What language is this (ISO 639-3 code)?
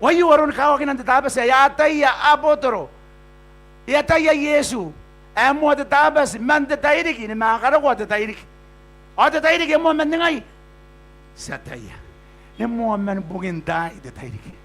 gil